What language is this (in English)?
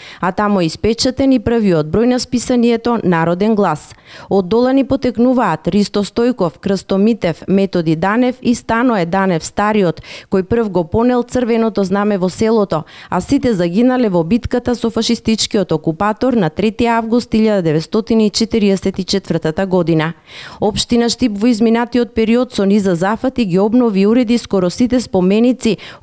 Macedonian